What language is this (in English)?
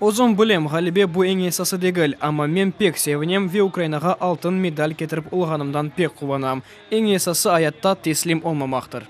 Crimean Tatar